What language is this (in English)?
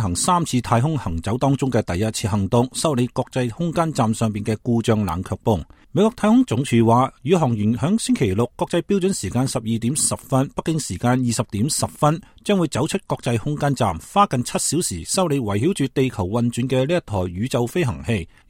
Cantonese